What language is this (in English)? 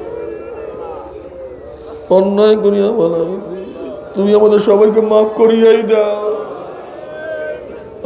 Bangla